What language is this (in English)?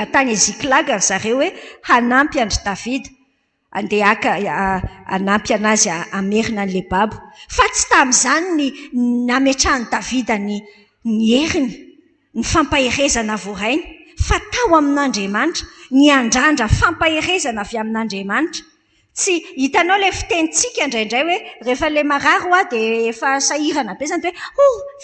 Malagasy